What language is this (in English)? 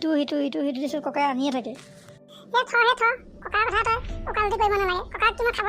Assamese